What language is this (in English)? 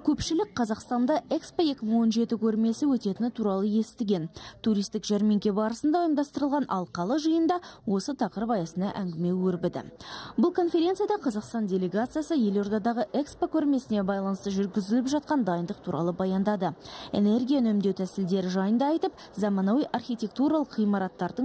Kazakh